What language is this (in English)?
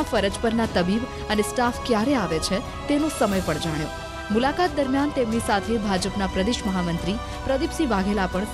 Gujarati